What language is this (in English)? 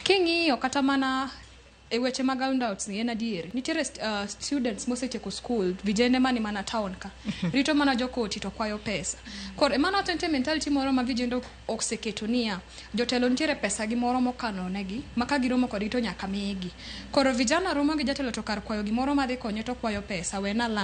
Luo (Kenya and Tanzania)